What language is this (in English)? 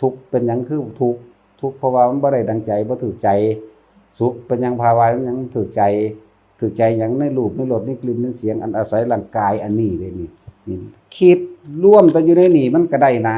Northeastern Thai